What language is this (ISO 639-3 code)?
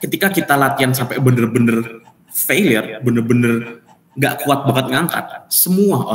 ind